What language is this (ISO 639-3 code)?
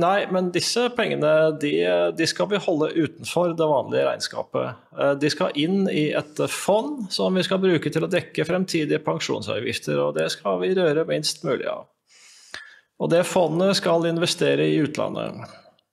nor